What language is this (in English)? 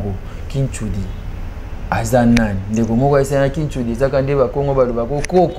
Lingala